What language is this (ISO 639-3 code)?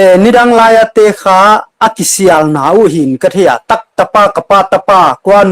pck